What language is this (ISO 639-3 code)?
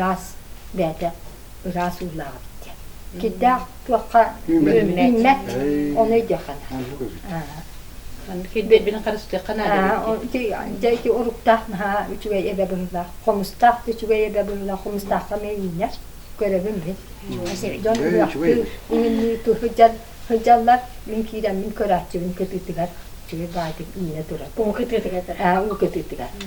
sah